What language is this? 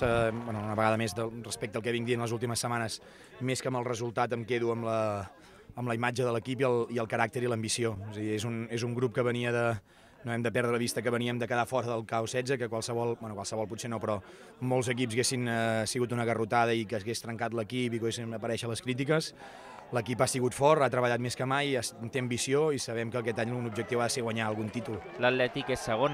Catalan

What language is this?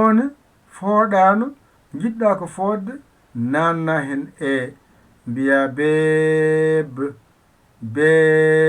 Fula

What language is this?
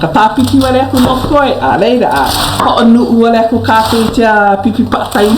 Hawaiian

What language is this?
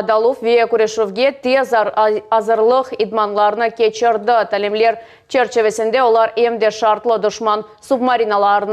Crimean Tatar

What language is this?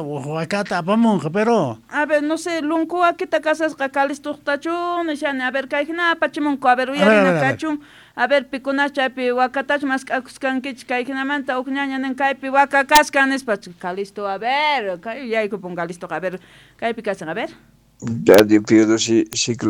South Bolivian Quechua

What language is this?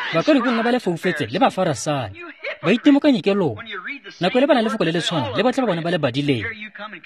Tswana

